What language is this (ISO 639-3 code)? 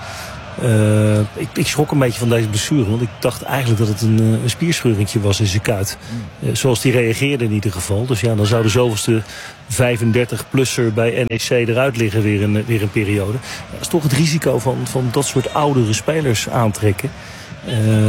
nld